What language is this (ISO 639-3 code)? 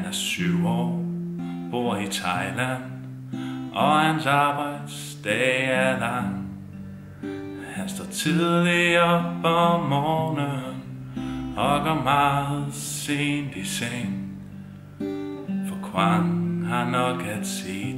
dan